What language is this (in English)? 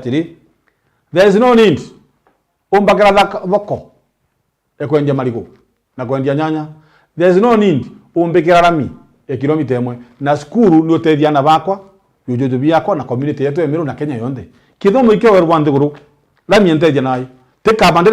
Meru